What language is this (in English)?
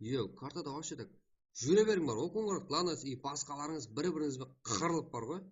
Kara-Kalpak